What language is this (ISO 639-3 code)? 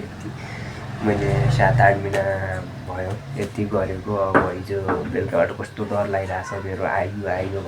nep